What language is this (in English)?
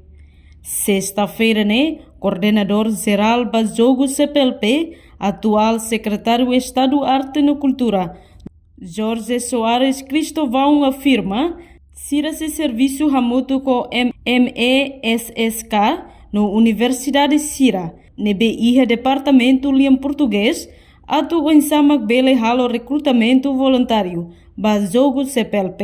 Tetum